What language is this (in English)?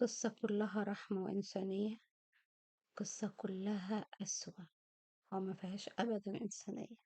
Egyptian Arabic